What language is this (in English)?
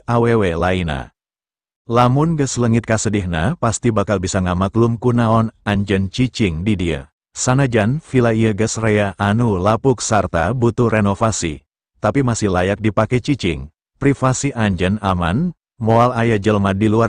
Sundanese